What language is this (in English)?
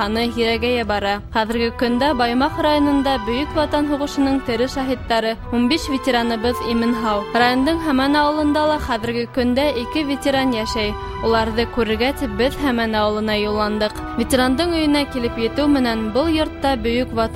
Bashkir